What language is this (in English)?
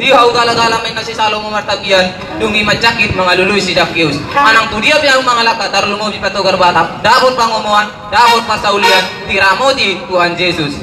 Batak Toba